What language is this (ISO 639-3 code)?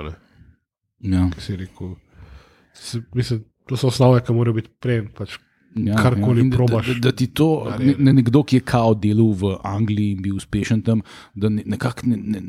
slv